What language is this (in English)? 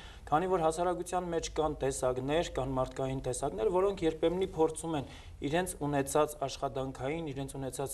Armenian